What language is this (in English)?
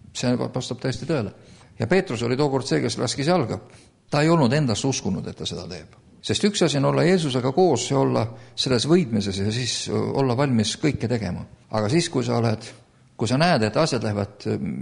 Estonian